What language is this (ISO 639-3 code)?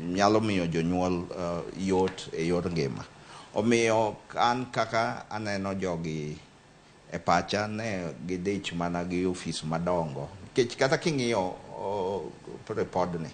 luo